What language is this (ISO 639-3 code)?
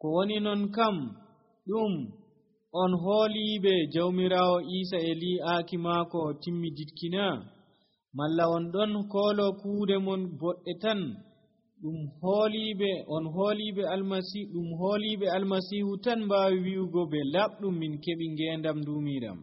fuv